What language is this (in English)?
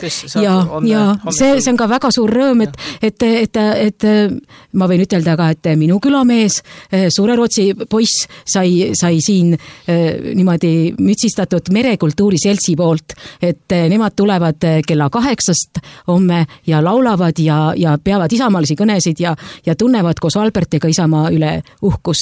Estonian